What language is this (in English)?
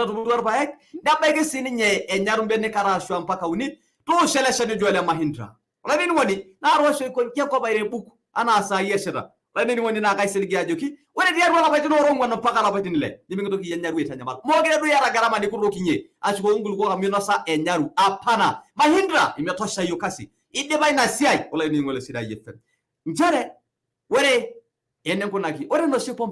Masai